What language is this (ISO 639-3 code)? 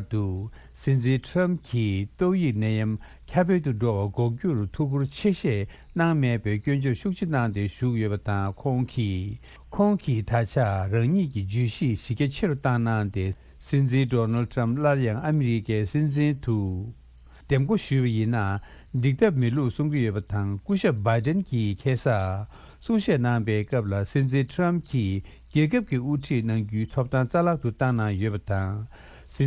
bod